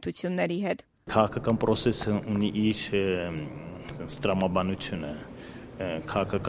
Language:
Armenian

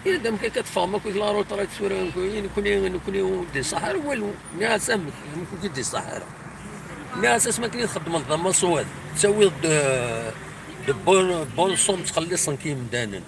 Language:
Kabyle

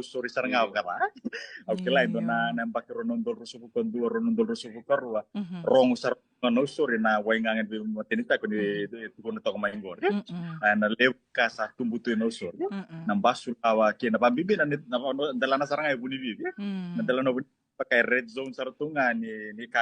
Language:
Fijian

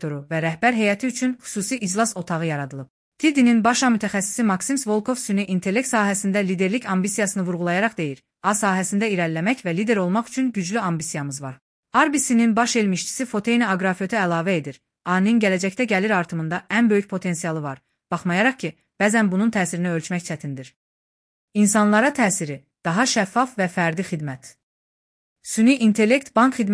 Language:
Azerbaijani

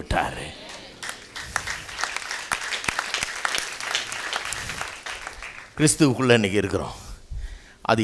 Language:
Tamil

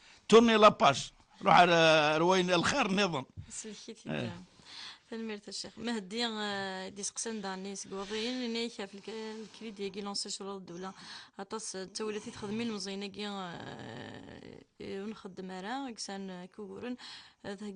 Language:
Kabyle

